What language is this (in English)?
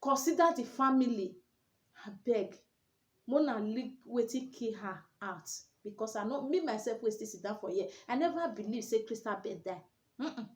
Nigerian Pidgin